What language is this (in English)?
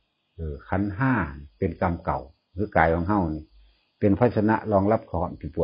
Northeastern Thai